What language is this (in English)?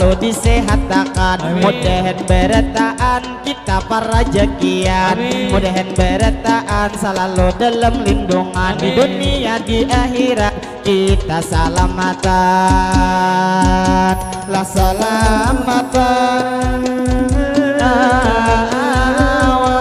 Banjar